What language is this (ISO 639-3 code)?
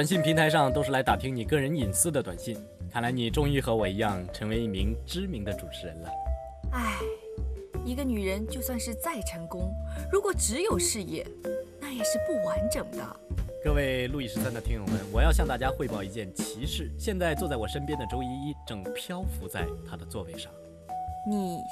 zho